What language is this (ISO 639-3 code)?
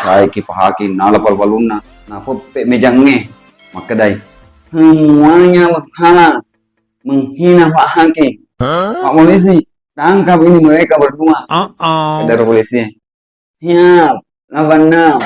bug